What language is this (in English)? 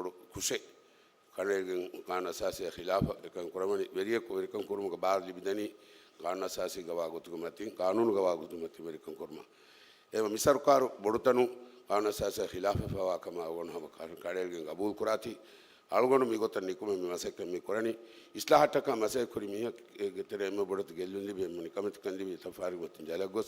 Divehi